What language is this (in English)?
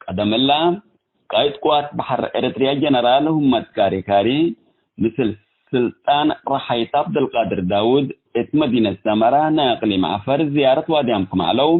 Tigre